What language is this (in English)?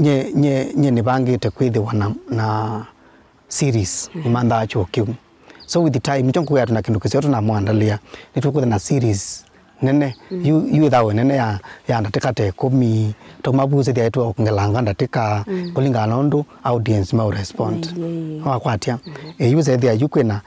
Kamba